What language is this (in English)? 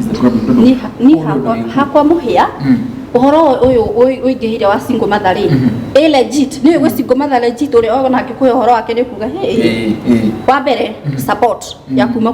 Kikuyu